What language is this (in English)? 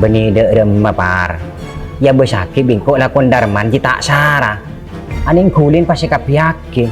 Madurese